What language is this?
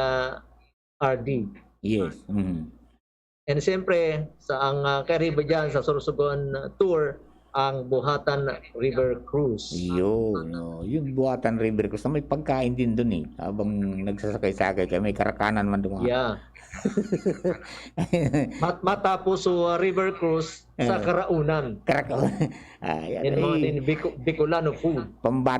Bikol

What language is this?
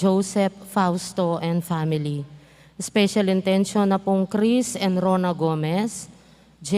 Pampanga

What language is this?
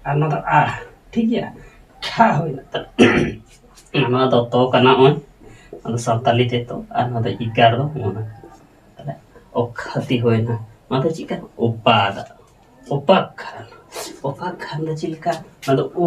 Santali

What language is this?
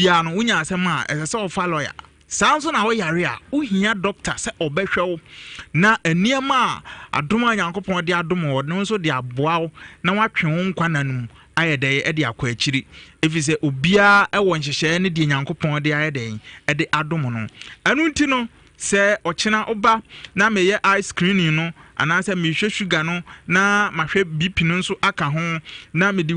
Akan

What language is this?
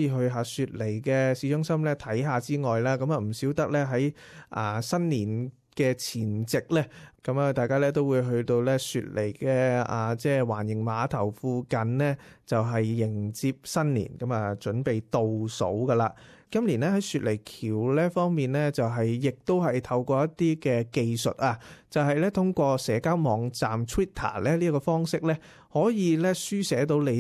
Cantonese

